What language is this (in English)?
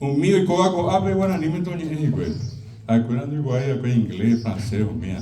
Guarani